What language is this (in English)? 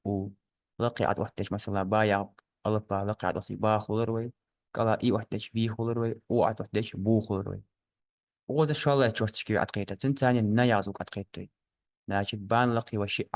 Ingush